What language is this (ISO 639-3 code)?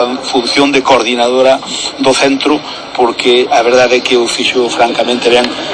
glg